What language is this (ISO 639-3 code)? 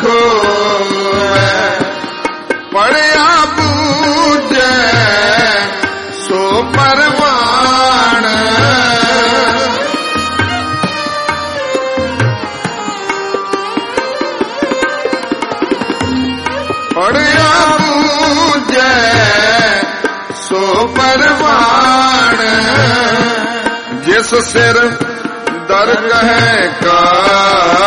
pan